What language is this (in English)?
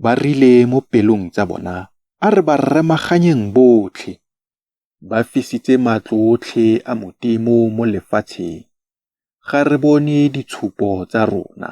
Tswana